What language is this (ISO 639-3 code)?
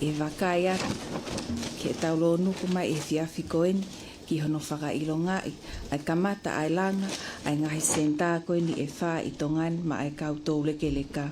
ton